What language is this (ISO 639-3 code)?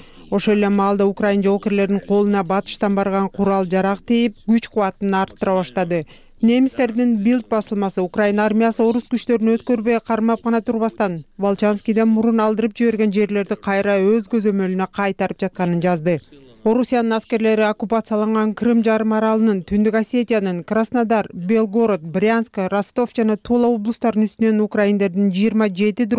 kir